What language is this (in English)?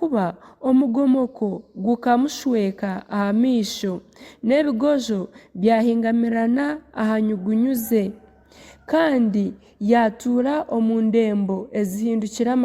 Nyankole